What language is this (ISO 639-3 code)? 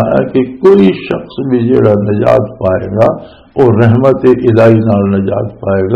lah